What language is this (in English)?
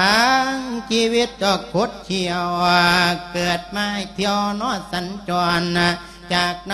Lao